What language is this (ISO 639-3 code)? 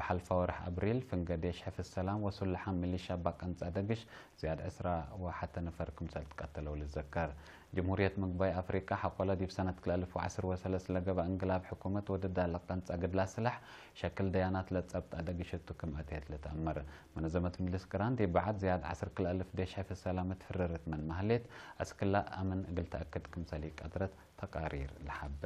tig